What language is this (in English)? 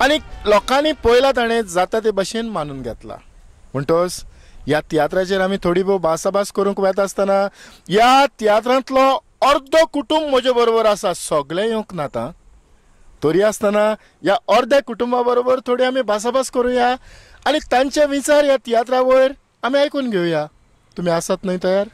Konkani